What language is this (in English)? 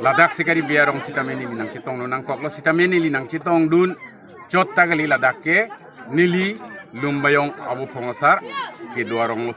Karbi